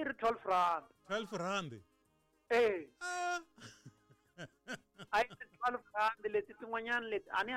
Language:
Tsonga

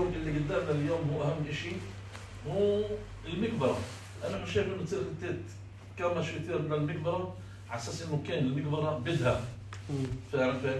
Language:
North Levantine Arabic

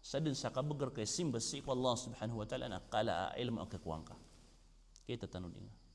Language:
Maranao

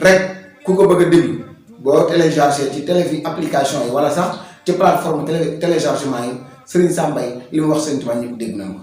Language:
Wolof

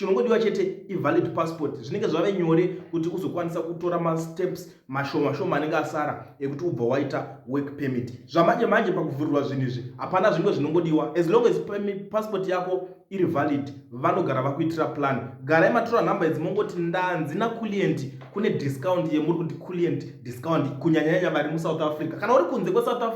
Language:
Shona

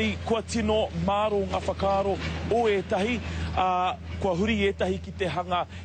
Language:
Māori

